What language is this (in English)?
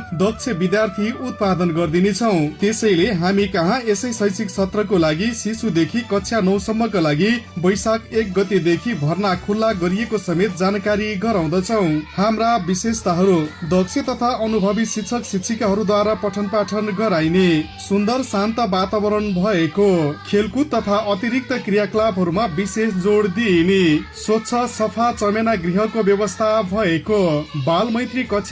Nepali